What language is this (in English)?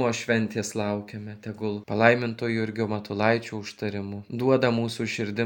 Lithuanian